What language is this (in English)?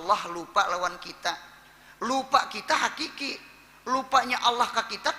Banjar